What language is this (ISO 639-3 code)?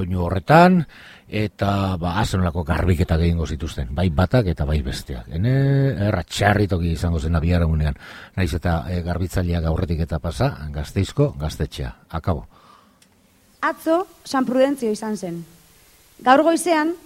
eus